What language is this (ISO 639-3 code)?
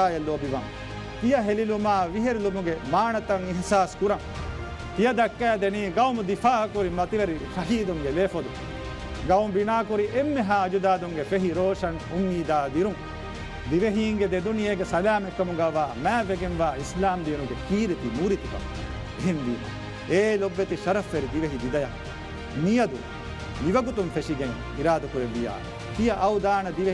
div